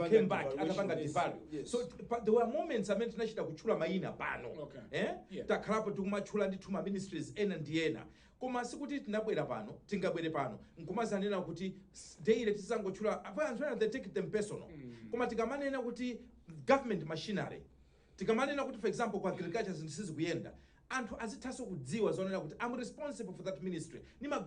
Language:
Nyanja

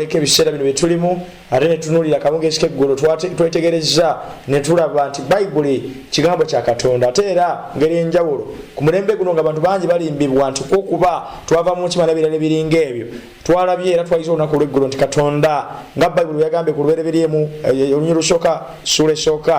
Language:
Ganda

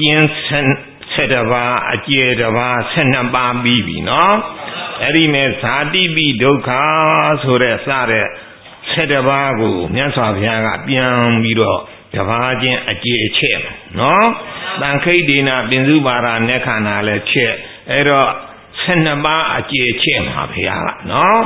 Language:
Burmese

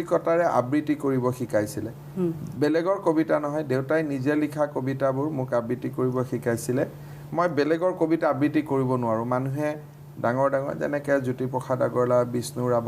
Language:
Assamese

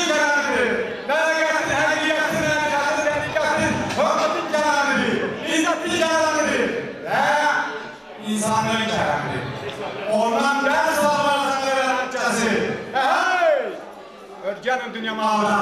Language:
Azerbaijani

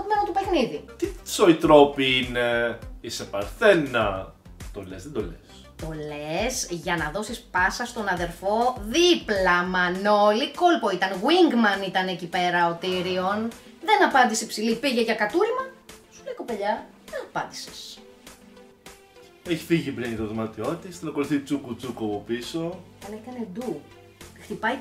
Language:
Greek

